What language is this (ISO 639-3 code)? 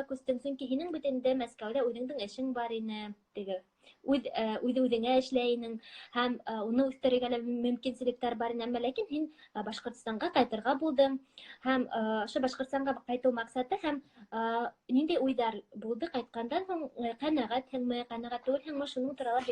bak